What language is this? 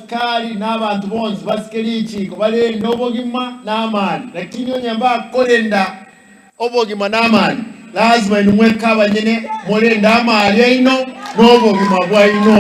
Gusii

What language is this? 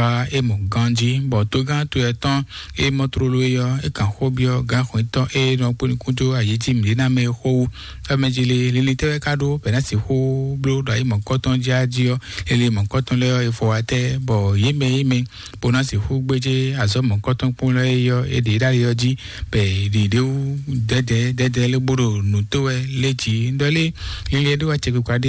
Fon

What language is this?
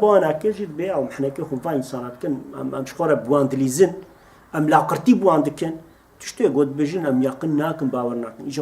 Kurdish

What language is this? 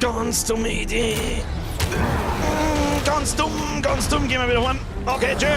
Bavarian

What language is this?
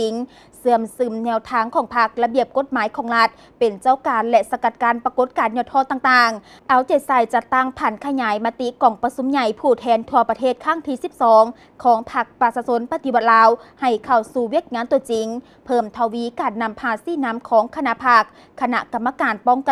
Lao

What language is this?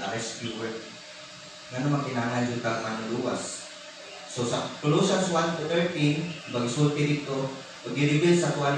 Cebuano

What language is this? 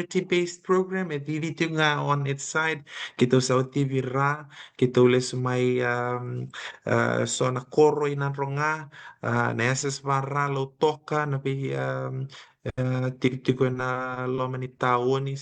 Fijian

